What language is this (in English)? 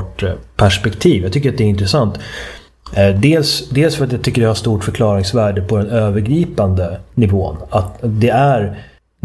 Swedish